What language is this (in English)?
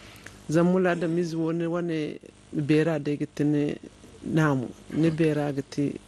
Zarma